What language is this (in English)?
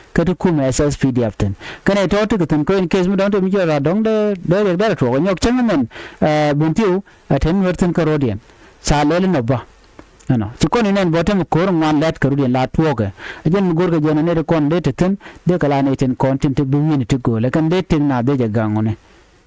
Nuer